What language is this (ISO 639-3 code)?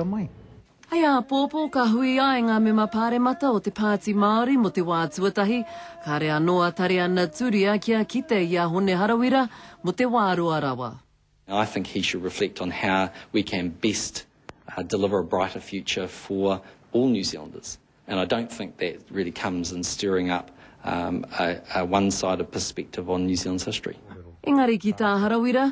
mri